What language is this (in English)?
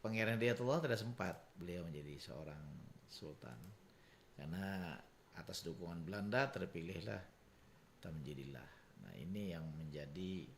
Banjar